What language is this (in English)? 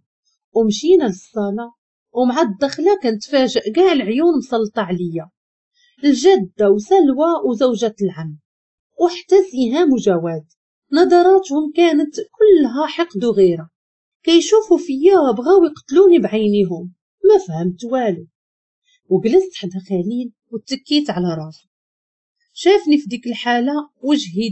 Moroccan Arabic